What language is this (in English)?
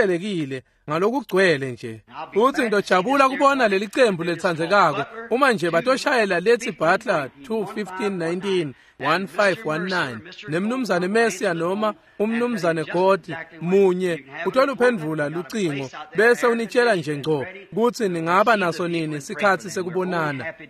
Swati